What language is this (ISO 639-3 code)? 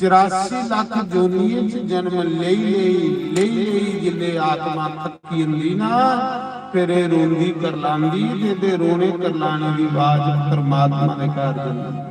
doi